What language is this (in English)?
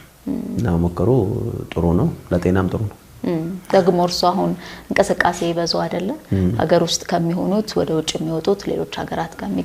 Amharic